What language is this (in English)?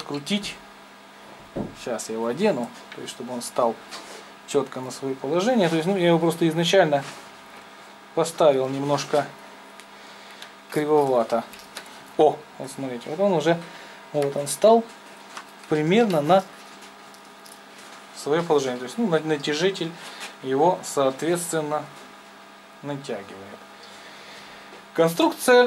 Russian